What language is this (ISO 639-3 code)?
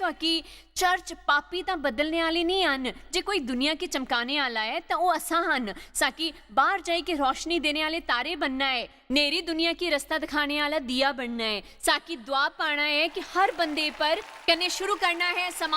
doi